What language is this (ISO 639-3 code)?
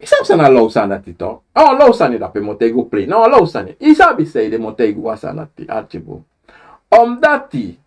srn